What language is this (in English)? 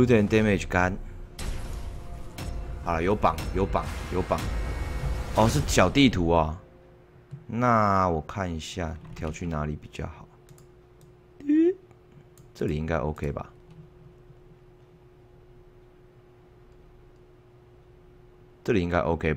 Chinese